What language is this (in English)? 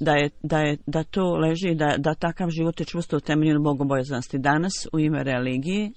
Bosnian